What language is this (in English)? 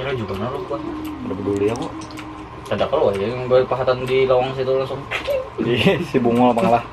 Banjar